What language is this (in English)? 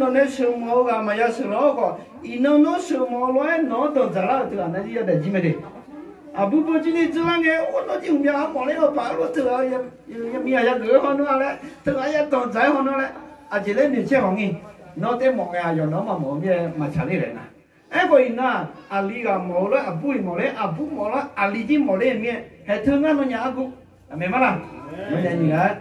Akha